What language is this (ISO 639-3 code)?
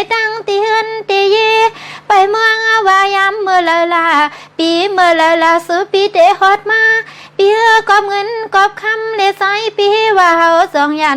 shn